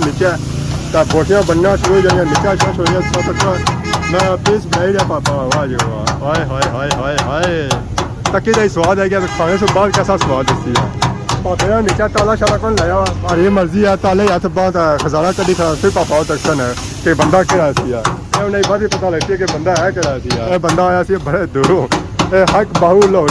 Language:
Pahari-Potwari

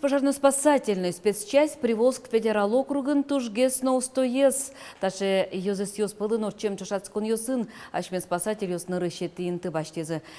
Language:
Udmurt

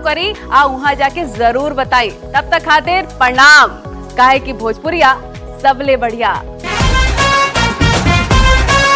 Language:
Bhojpuri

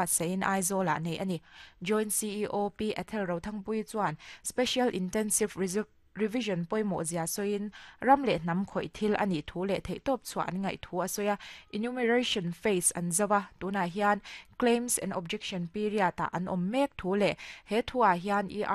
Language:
Mizo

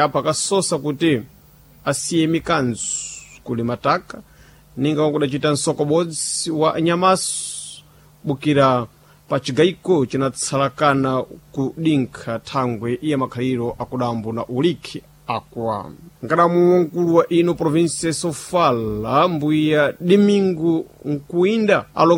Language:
Sena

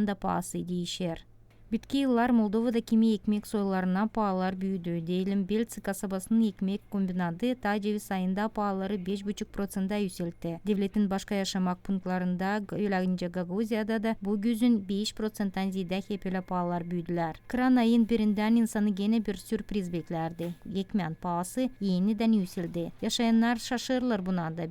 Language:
Gagauz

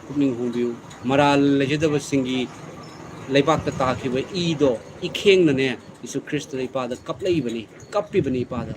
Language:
Manipuri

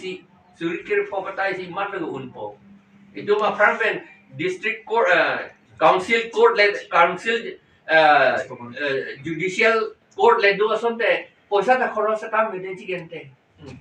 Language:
Karbi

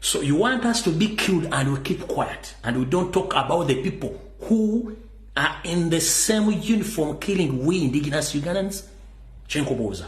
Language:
Ganda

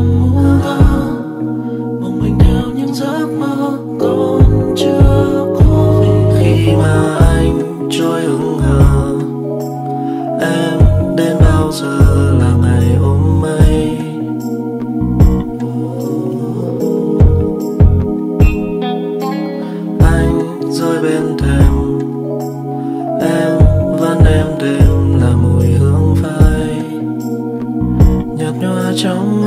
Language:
Vietnamese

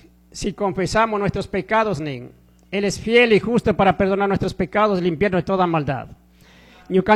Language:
Chimborazo Highland Quichua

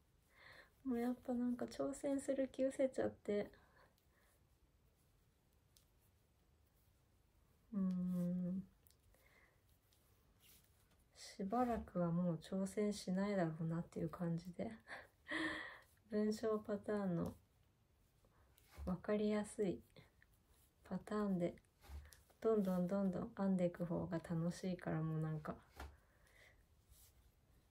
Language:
Japanese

